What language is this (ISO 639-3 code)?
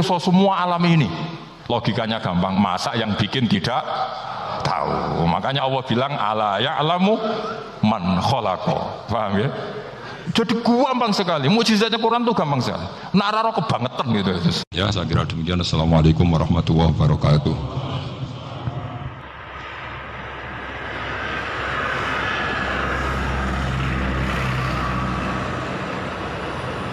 ind